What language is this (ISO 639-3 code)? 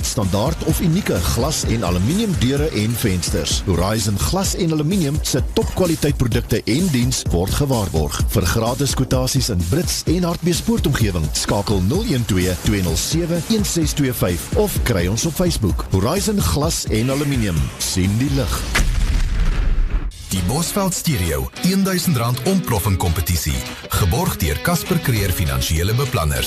afr